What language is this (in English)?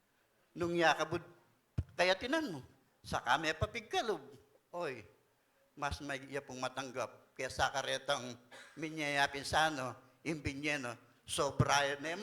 Pampanga